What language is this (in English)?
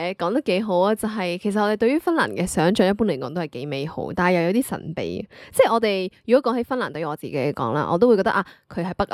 Cantonese